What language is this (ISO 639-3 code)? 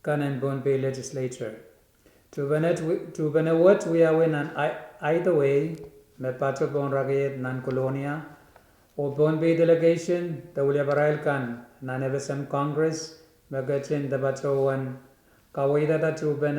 pon